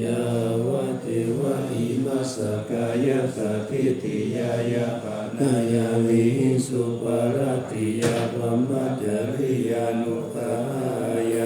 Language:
Pali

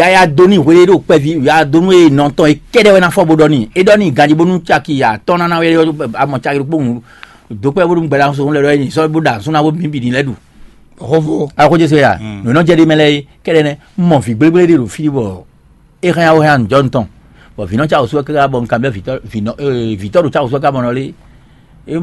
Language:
Fon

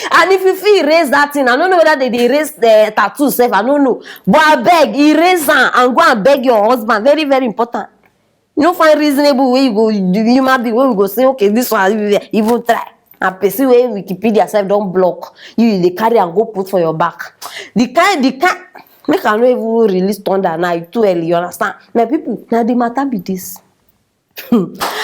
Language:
Nigerian Pidgin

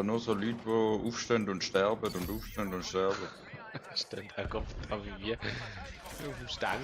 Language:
Swiss German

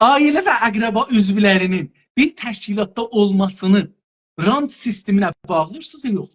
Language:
South Azerbaijani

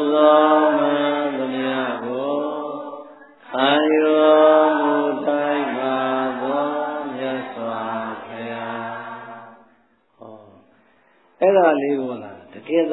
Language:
Burmese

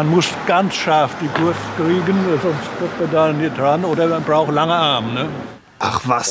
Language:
Swiss German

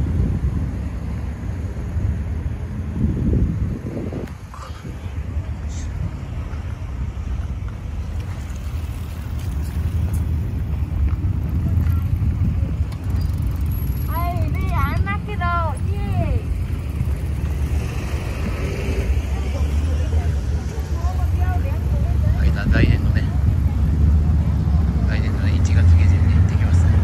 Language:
Japanese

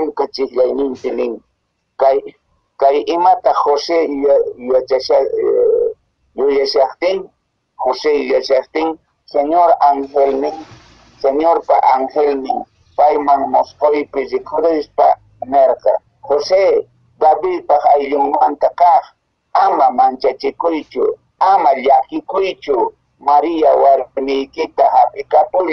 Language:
Quechua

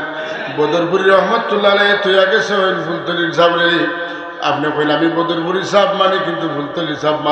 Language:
Sylheti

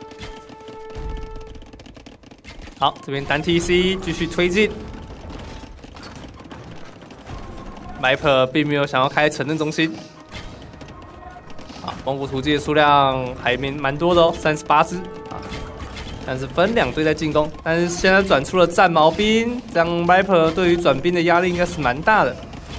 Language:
Chinese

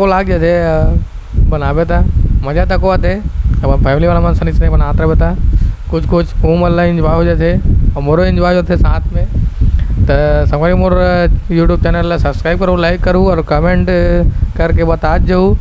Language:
Chhattisgarhi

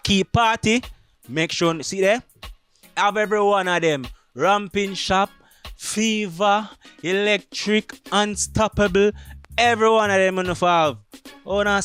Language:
Jamaican Creole English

